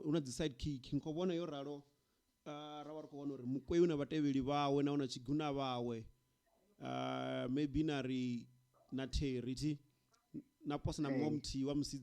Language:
Venda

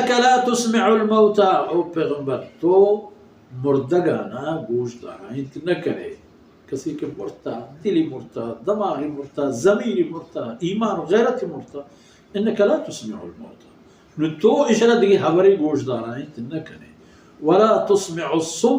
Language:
Baluchi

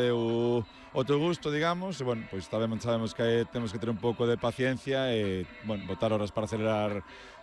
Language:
Galician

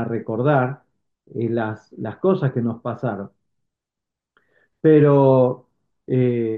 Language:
Spanish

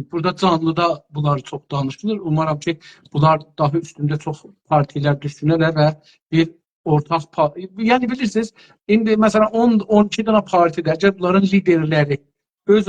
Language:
South Azerbaijani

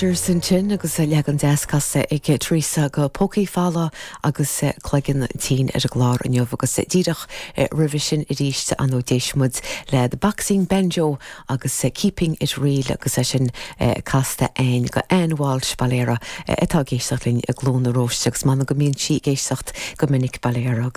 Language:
Irish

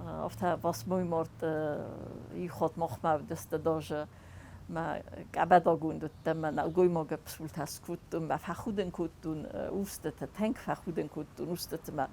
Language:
Ossetic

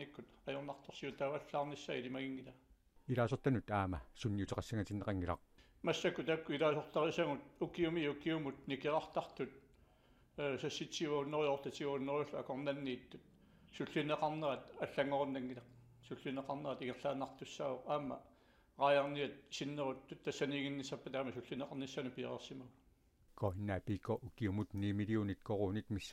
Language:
Kalaallisut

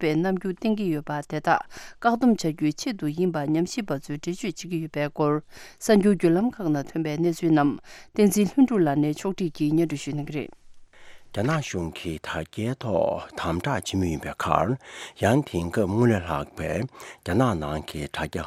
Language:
Tibetan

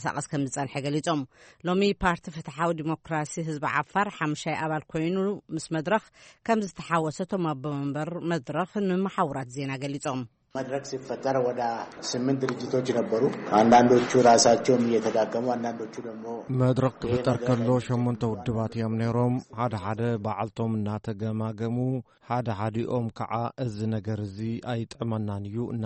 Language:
Tigrinya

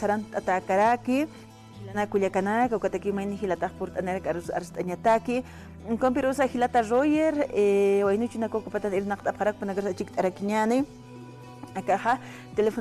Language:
Aymara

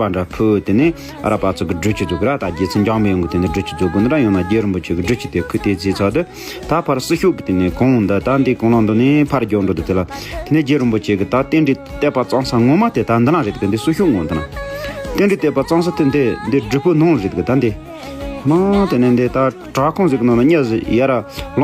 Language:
Tibetan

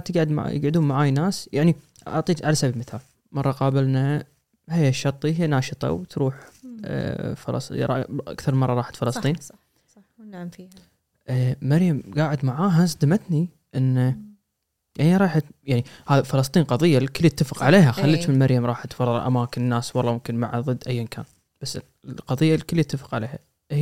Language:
Gulf Arabic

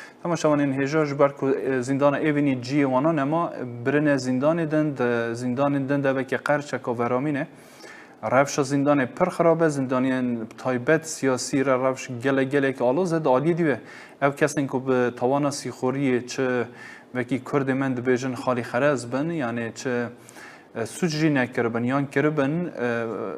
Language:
Kurdish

